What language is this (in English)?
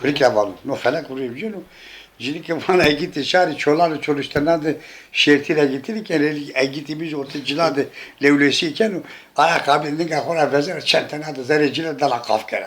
Zaza